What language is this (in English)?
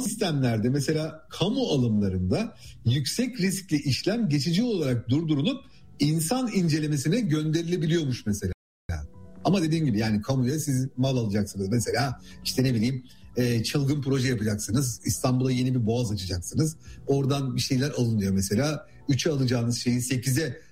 Turkish